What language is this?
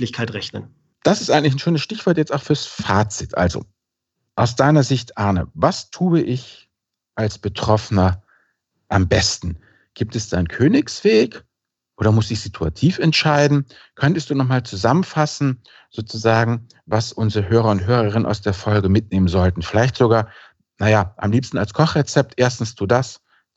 German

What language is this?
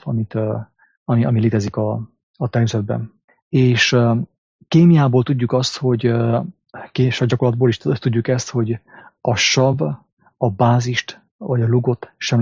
Hungarian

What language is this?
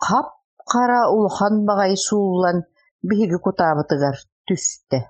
Yakut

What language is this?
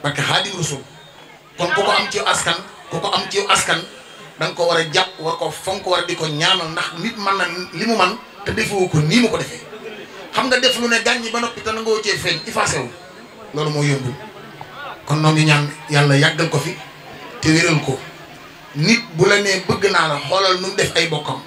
Wolof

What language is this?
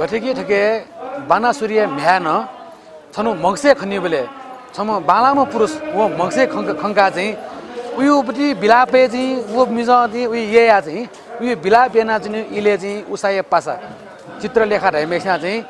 Newari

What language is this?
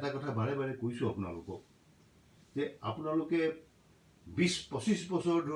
Assamese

